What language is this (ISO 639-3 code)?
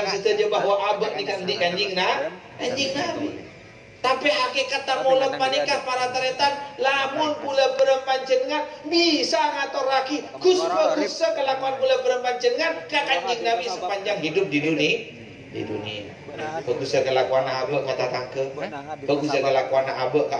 mad